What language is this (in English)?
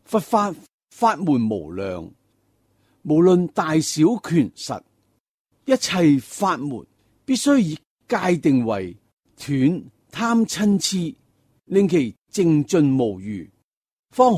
Cantonese